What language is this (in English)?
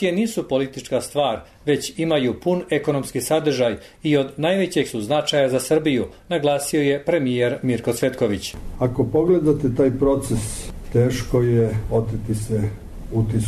Serbian